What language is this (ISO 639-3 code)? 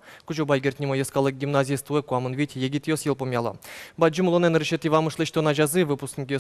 udm